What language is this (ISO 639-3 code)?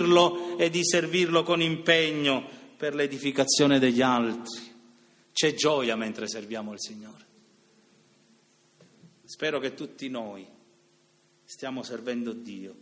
ita